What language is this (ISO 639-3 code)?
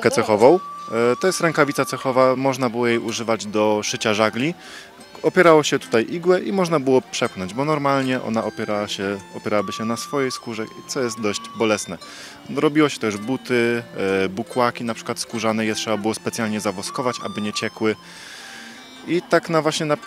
pol